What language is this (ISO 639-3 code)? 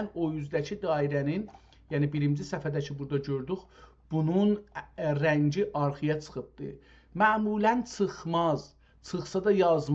azb